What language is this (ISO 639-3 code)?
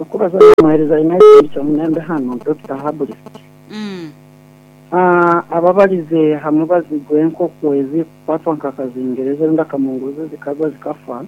nyo